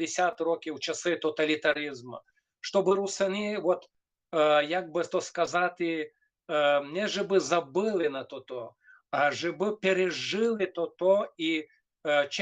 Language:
Rusyn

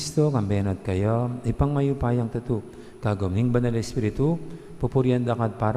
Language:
Pampanga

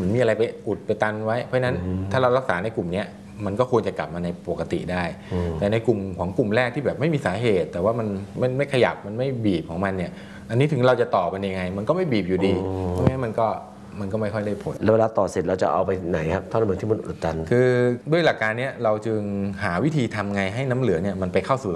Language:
Thai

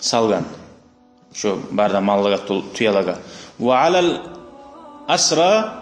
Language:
Kumyk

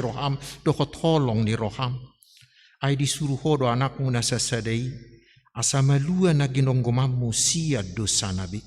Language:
Batak Toba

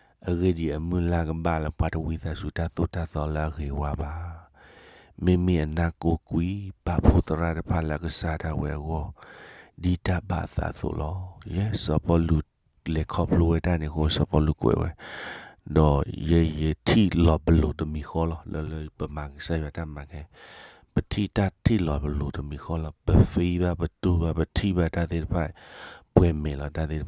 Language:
S'gaw Karen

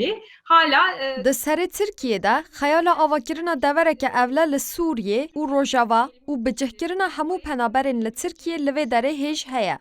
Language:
Kurdish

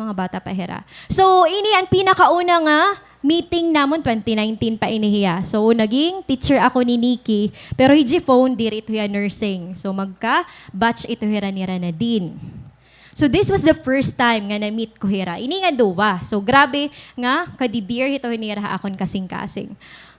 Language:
Waray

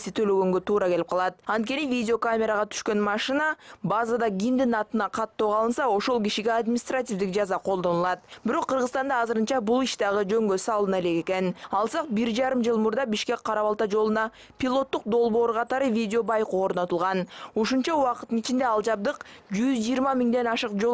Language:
Kyrgyz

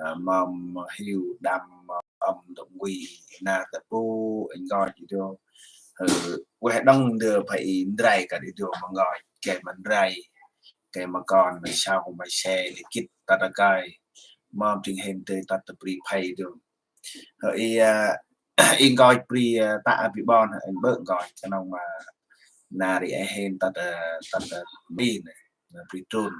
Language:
Central Mnong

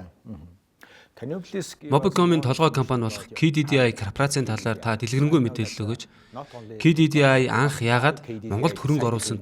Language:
Mongolian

